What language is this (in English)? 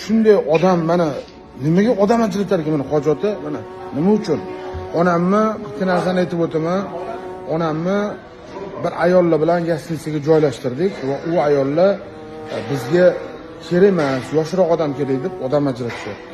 Uzbek